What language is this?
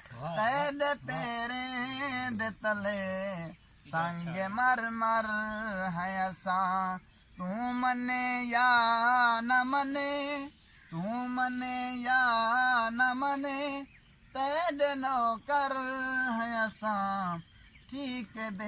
Saraiki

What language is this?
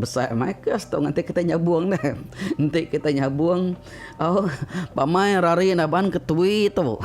Iban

